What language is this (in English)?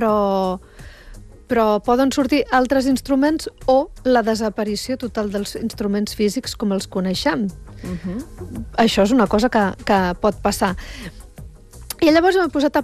Catalan